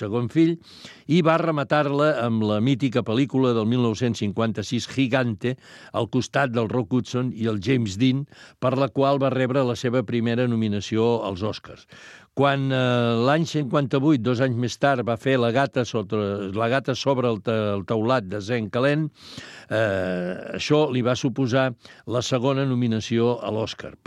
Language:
Catalan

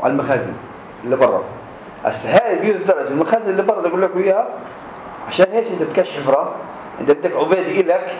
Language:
North Levantine Arabic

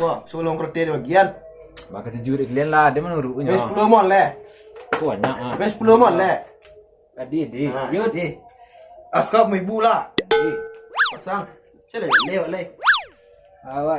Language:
Minangkabau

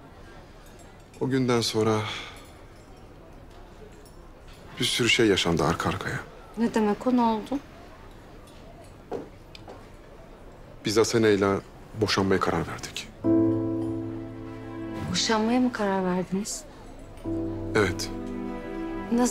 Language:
Turkish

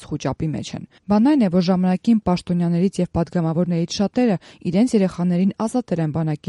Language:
Armenian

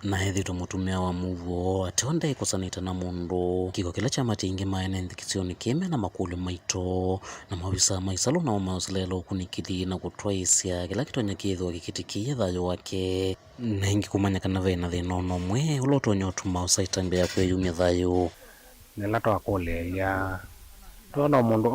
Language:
Kamba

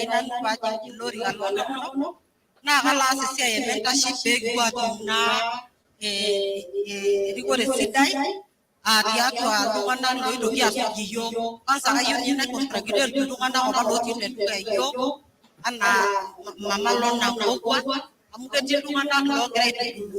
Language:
Masai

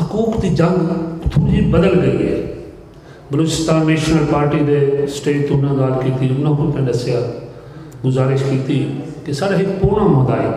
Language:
Saraiki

